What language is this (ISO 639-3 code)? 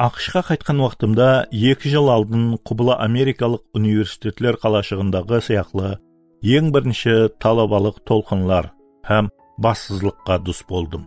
kaa